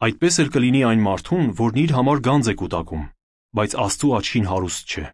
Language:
Armenian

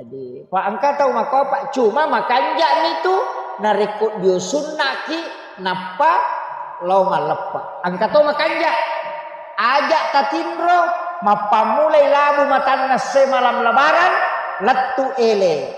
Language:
Buginese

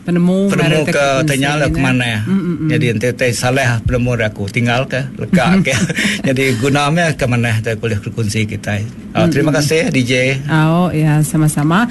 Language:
Malay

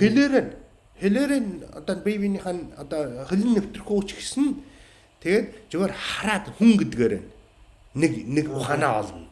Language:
Mongolian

